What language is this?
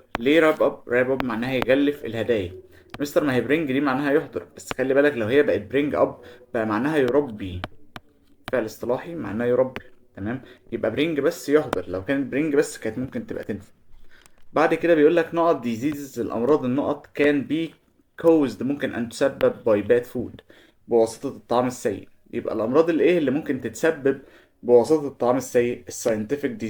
Egyptian Arabic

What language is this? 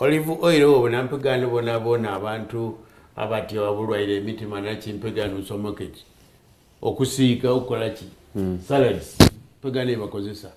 Soga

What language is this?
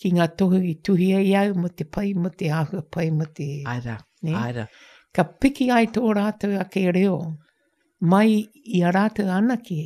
Māori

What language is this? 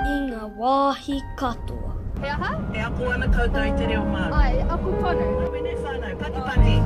Māori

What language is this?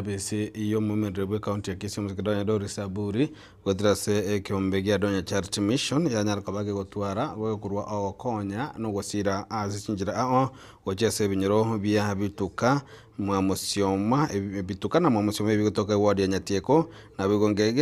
Gusii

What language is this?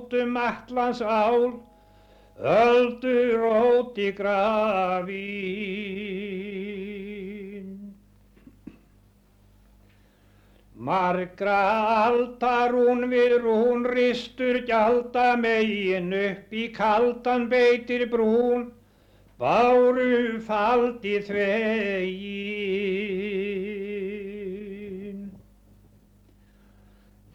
Icelandic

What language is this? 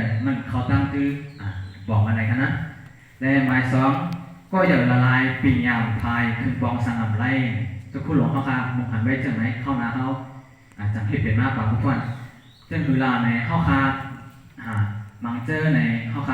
Shan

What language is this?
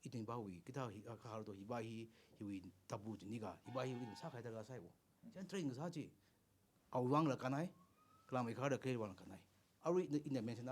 Tangkhul Naga (India)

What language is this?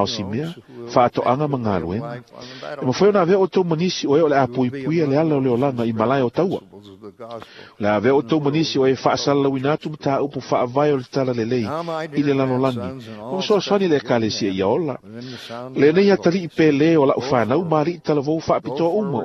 Samoan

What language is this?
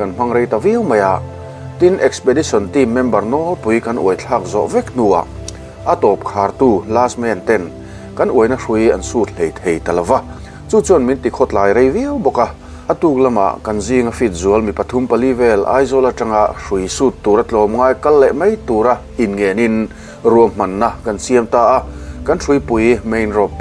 Mizo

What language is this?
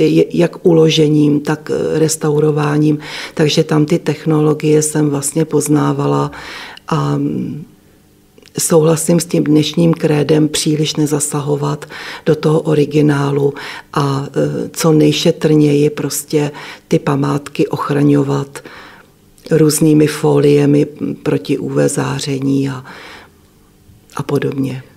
Czech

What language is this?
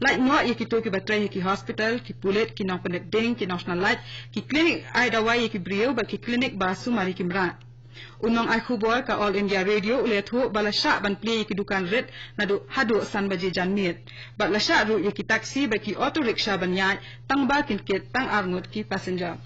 Khasi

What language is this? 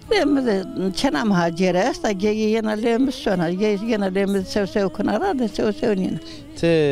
Zaza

